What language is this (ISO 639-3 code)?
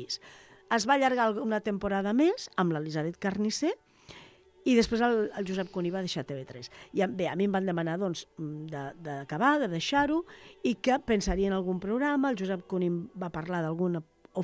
cat